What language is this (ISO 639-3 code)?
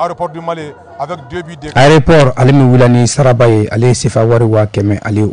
bam